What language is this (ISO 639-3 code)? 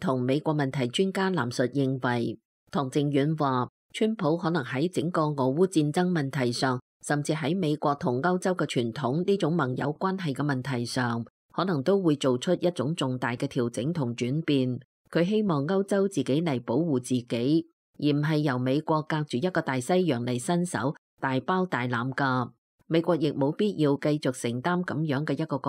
yue